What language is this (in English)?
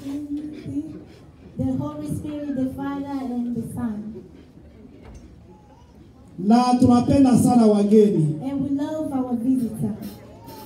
Swahili